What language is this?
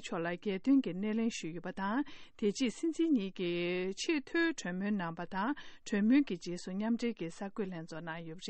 Tibetan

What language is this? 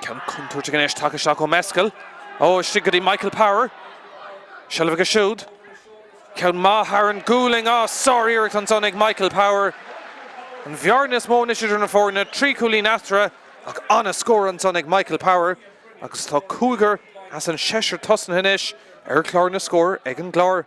Irish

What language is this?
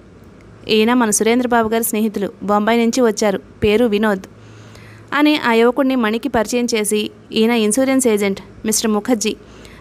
Telugu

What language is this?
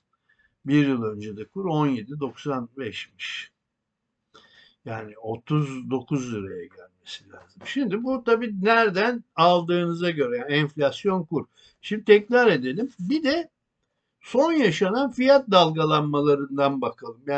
Turkish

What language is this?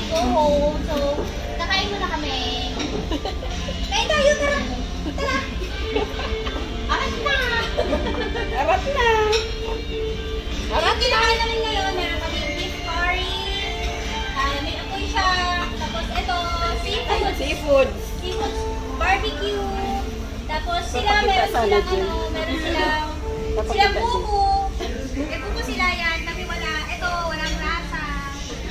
Filipino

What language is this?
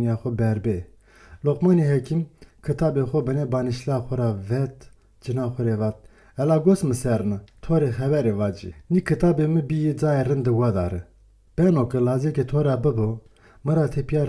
Zaza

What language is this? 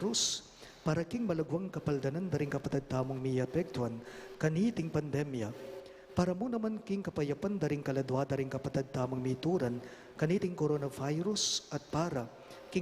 Pampanga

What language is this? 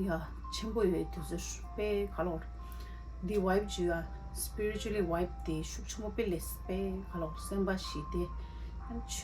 Tibetan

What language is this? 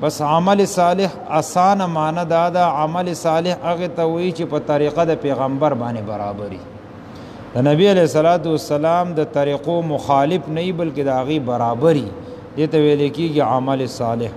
Pashto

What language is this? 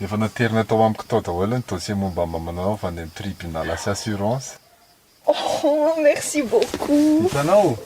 Malagasy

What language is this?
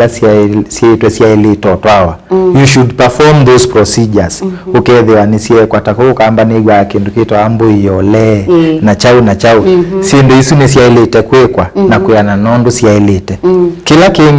Kamba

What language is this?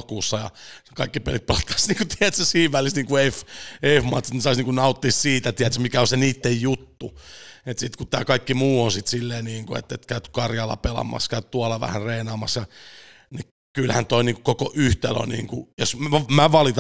Finnish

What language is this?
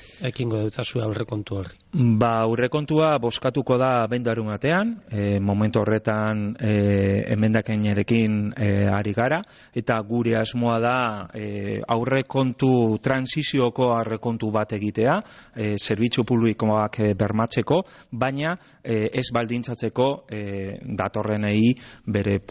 Basque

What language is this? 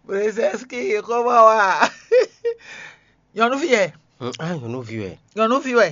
Fon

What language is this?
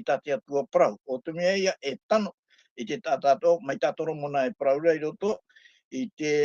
Tahitian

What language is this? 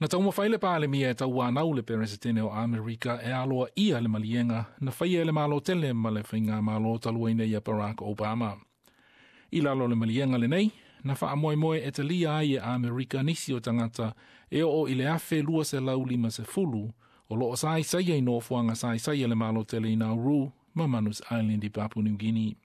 Samoan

